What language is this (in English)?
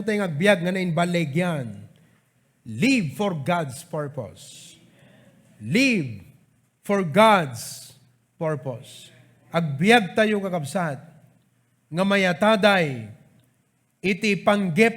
Iloko